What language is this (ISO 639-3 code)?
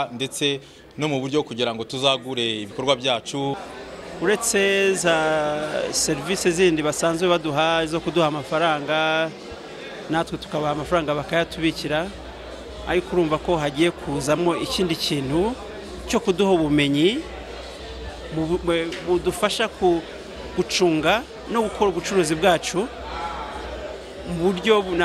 kin